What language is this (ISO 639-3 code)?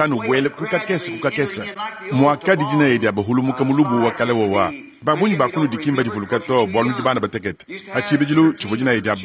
lua